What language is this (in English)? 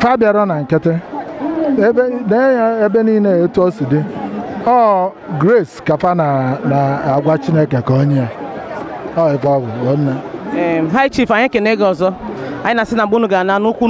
Igbo